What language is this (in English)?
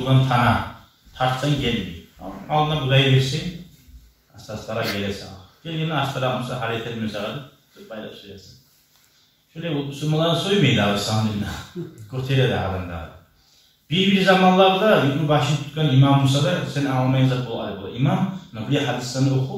Kumyk